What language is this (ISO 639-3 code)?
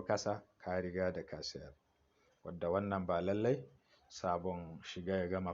hau